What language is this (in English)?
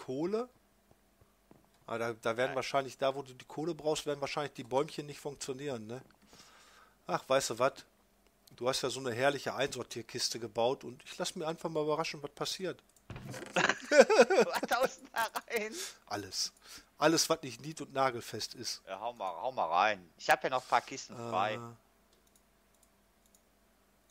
German